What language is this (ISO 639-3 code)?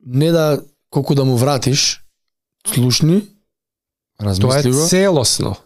mkd